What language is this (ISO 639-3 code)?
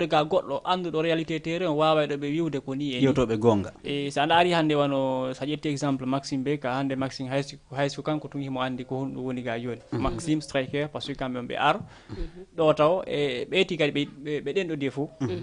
ful